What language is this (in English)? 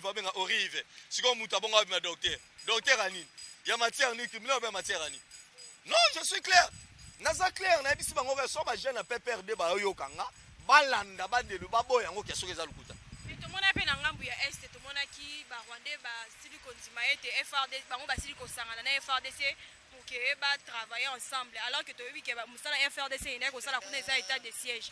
Lingala